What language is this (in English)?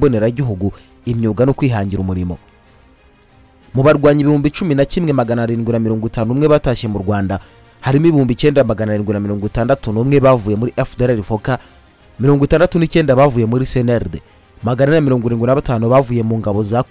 Kinyarwanda